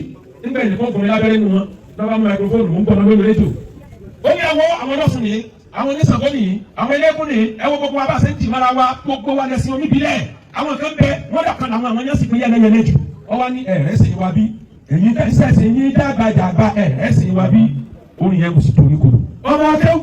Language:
Yoruba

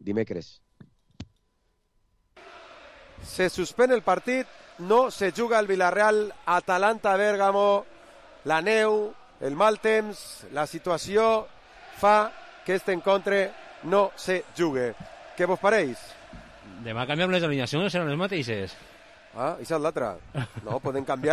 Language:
Catalan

